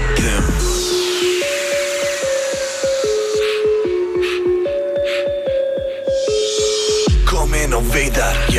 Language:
Icelandic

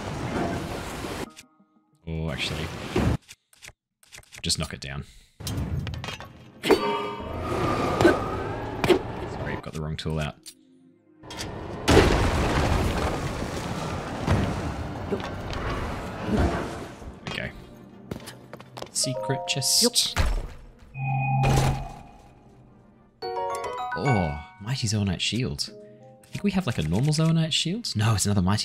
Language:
English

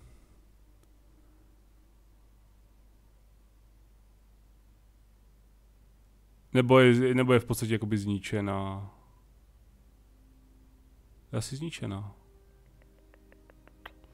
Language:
Czech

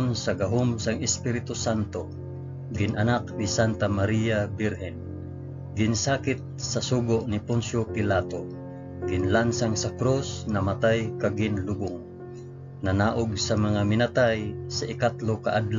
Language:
Hiligaynon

